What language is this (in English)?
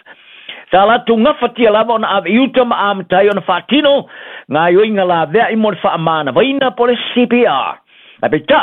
Samoan